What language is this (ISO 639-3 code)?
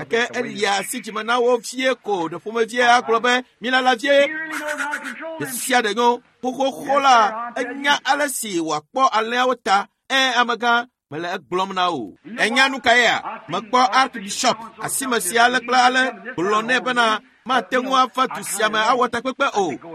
ewe